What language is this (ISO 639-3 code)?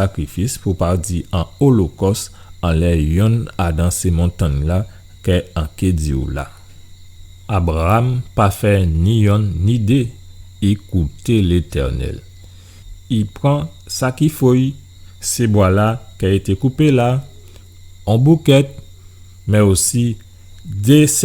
gcf